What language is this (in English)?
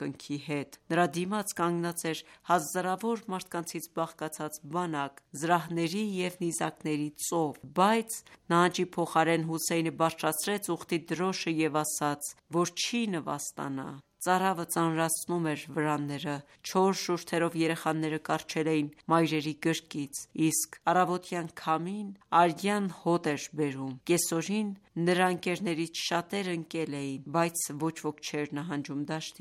Armenian